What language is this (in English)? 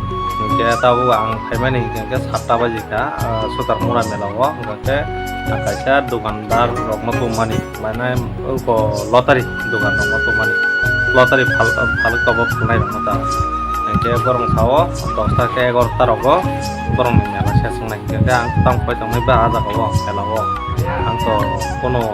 Kok Borok